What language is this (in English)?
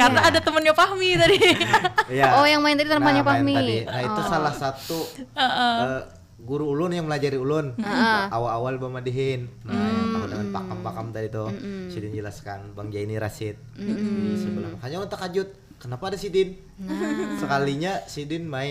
Banjar